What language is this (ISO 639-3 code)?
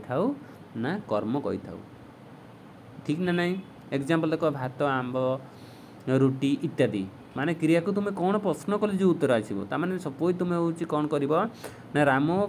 ori